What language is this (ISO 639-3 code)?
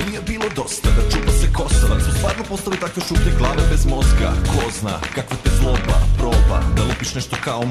srp